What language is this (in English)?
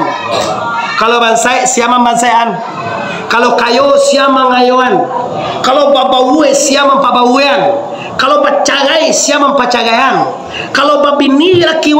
Minangkabau